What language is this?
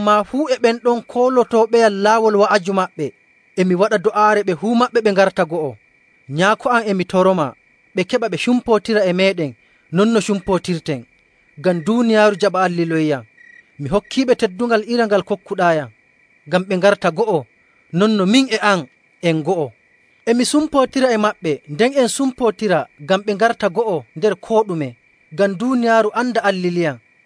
Nigerian Fulfulde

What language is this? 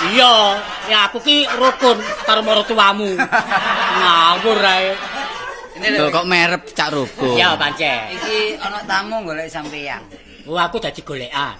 Javanese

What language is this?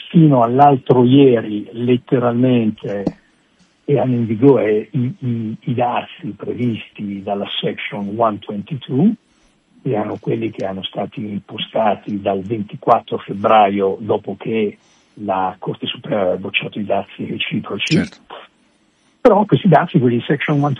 Italian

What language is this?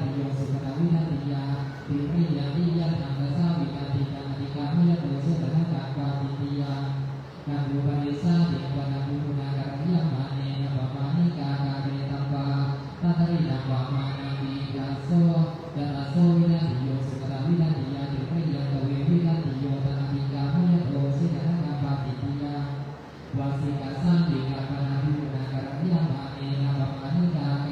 Pali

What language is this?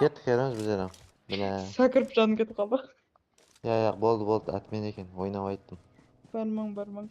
Kara-Kalpak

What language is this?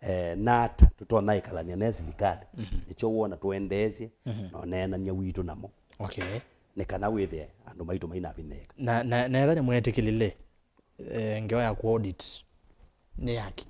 Kamba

